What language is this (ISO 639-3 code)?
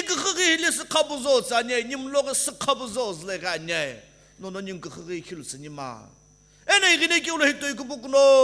nsm